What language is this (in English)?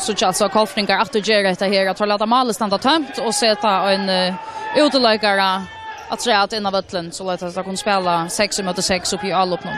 Faroese